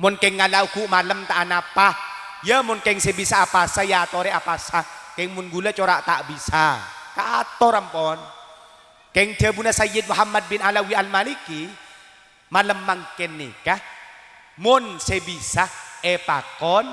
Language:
Madurese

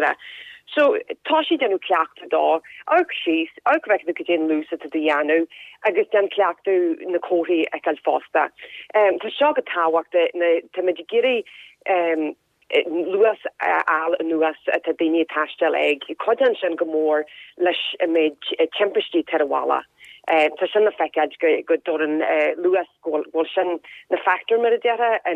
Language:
Irish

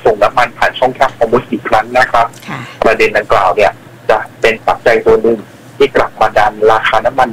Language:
Thai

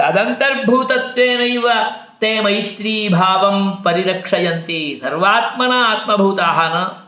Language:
Sanskrit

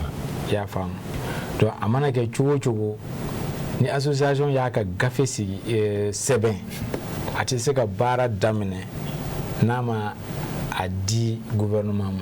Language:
Bambara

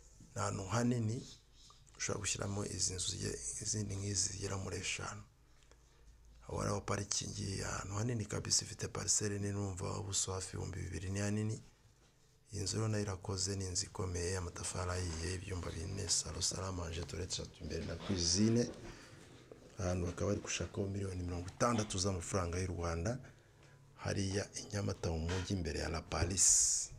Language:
Kinyarwanda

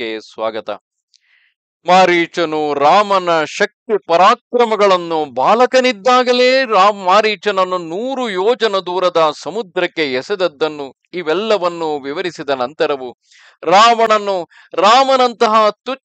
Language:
Kannada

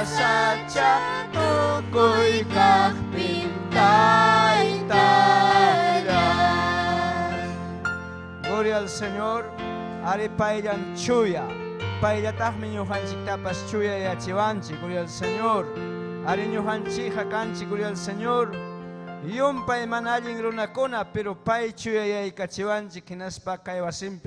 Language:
Ayacucho Quechua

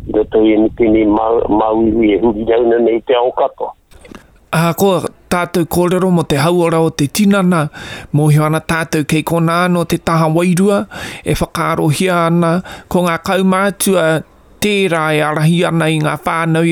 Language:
Māori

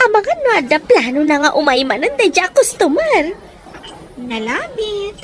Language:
Iloko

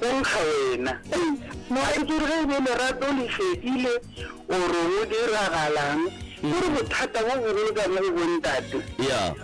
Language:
Northern Sotho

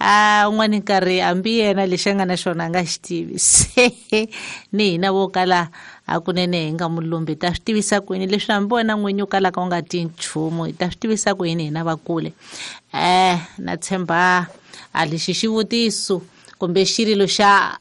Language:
Tsonga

